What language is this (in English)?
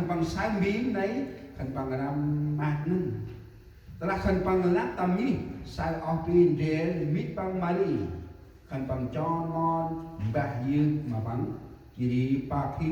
Central Mnong